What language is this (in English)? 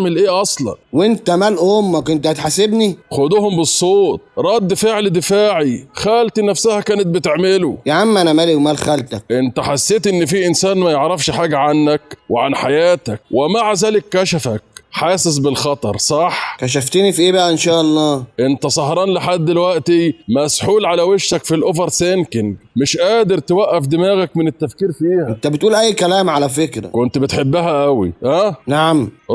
Egyptian Arabic